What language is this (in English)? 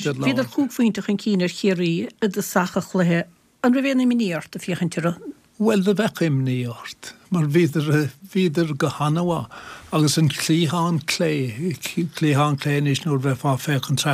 Irish